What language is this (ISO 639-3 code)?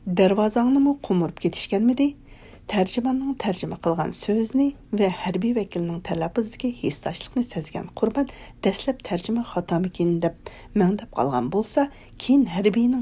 uig